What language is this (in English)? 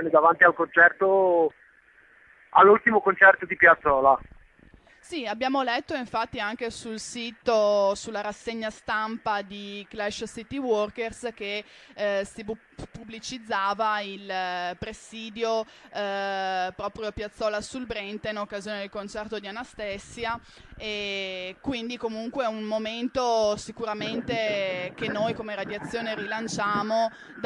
Italian